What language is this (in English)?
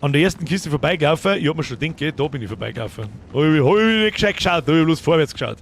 Bavarian